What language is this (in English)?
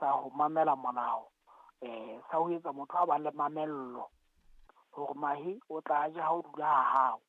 Southern Sotho